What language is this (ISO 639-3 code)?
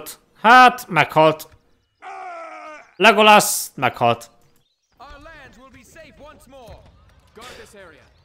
hun